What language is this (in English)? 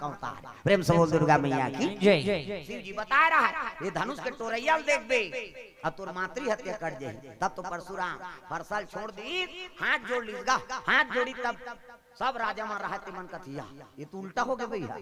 Chhattisgarhi